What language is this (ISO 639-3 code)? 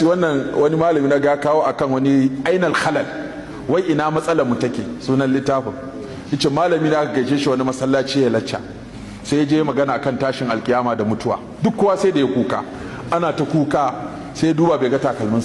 hau